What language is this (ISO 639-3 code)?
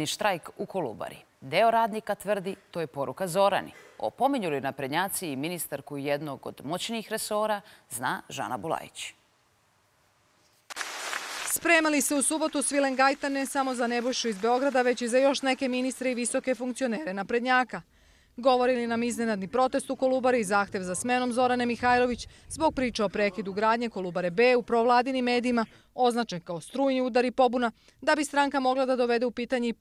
srp